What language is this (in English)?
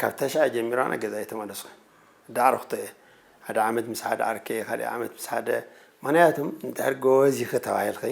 Tigrinya